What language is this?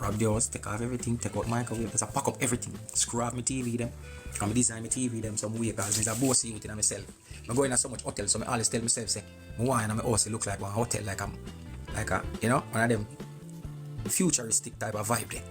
Jamaican Creole English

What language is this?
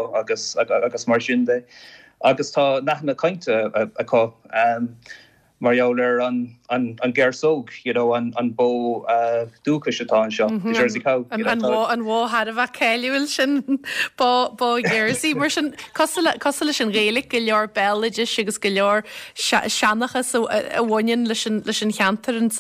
Irish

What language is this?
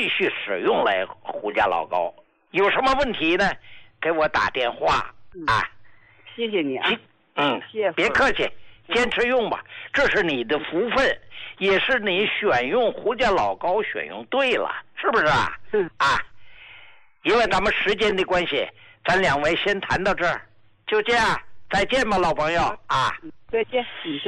Chinese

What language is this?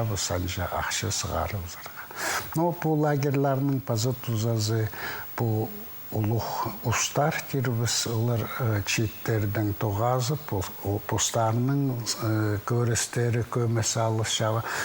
Khakas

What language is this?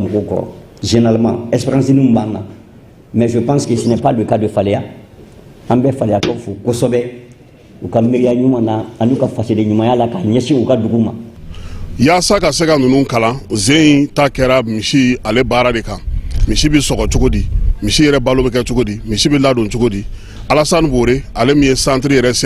Bambara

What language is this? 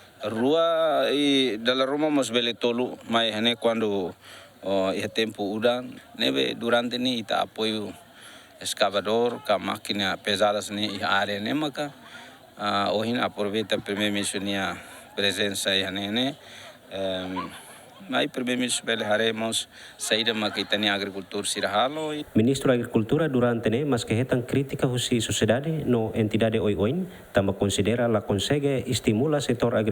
Tetum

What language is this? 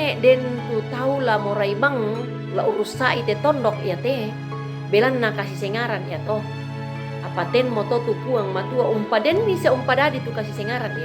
Toraja-Sa'dan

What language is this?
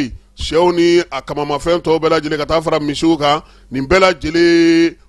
Bambara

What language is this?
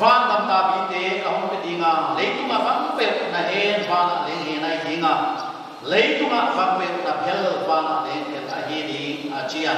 Paite Chin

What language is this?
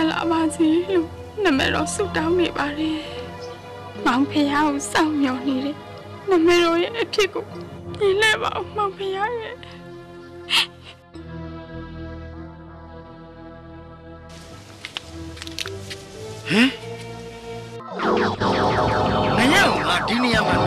Burmese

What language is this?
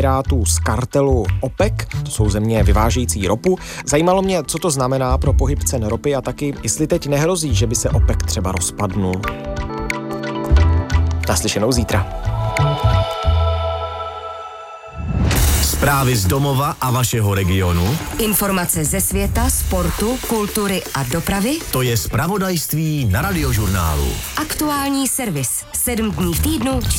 Czech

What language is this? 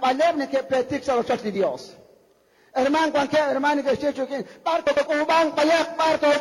Kekchí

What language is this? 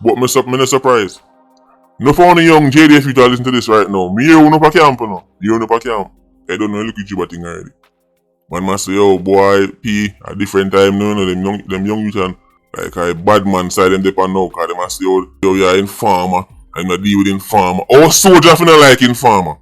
Jamaican Creole English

